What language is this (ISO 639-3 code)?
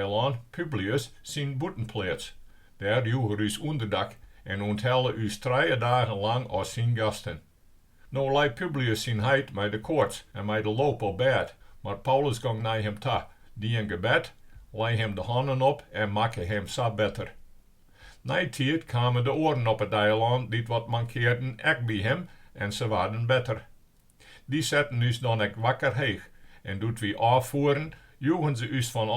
fry